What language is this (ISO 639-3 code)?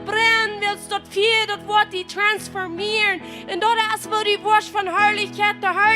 pdt